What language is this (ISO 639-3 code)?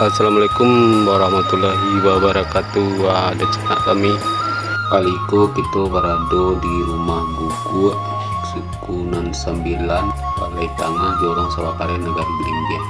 min